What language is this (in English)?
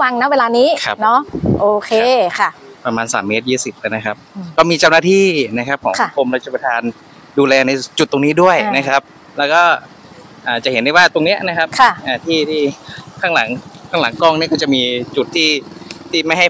Thai